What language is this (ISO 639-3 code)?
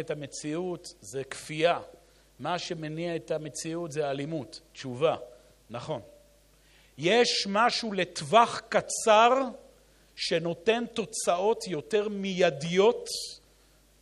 heb